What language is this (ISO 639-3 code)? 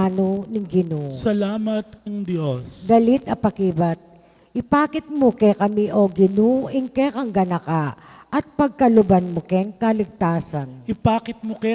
pam